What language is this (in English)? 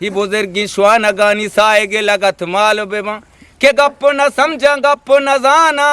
Eastern Balochi